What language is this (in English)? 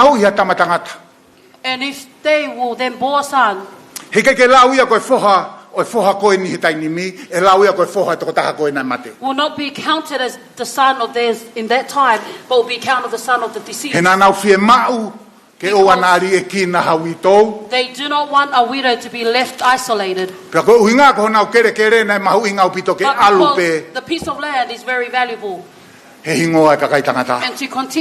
Tongan